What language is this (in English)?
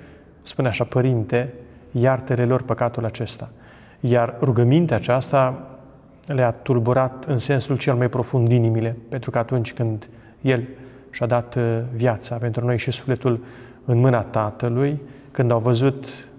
Romanian